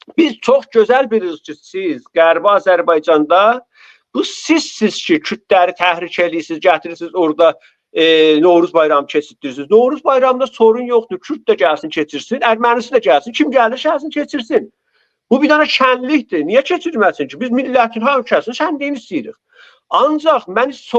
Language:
Azerbaijani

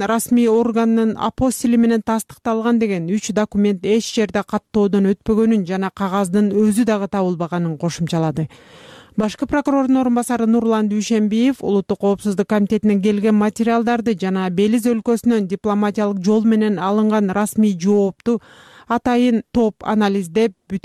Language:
Kyrgyz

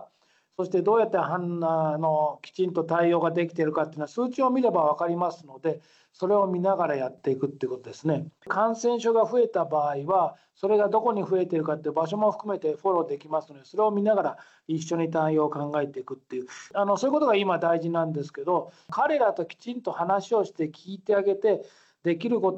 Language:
Japanese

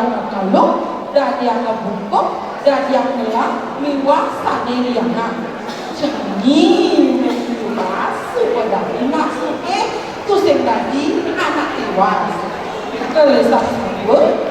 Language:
Balinese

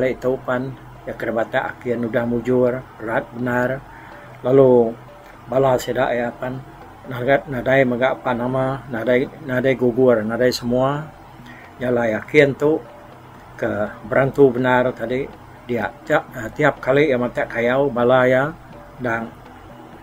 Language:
Iban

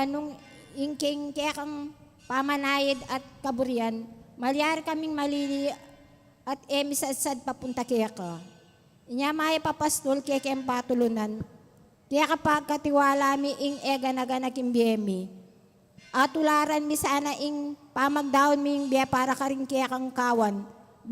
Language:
Pampanga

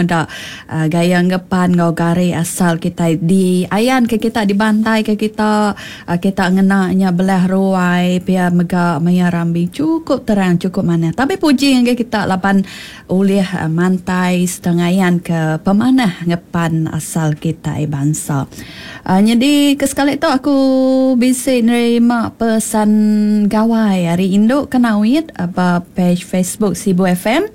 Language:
Iban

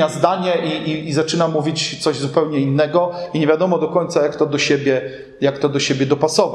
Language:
Polish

